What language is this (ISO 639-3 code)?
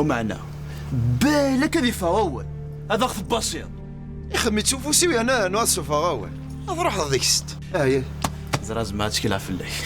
kab